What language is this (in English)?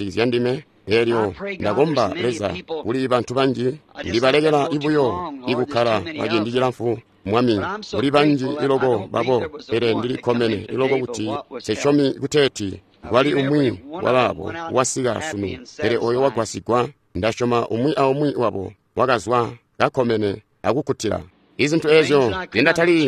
Tonga (Zambia)